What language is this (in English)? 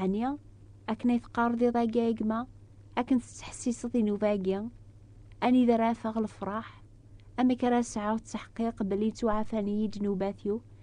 Kabyle